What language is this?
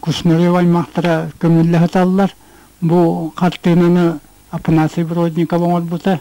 Yakut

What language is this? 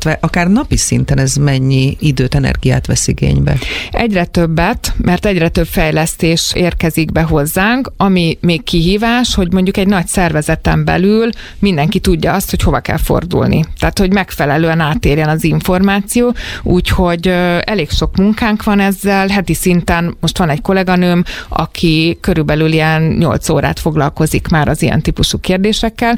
Hungarian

